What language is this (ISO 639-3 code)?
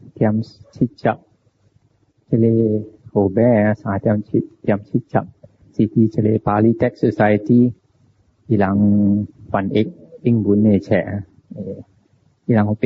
nan